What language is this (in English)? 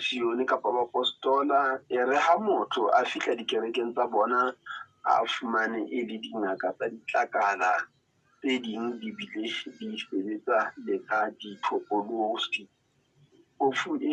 Southern Sotho